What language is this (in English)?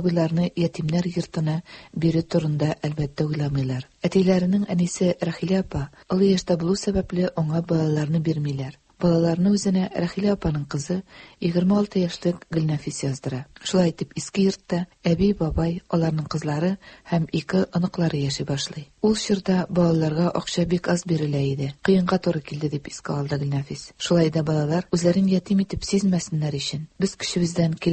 Tatar